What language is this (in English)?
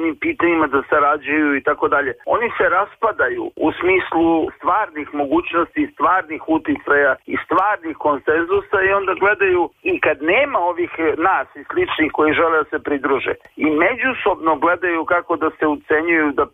Serbian